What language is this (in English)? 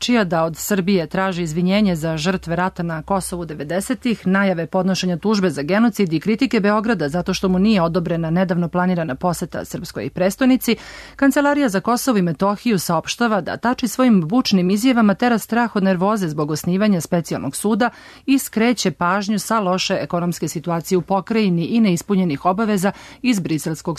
Serbian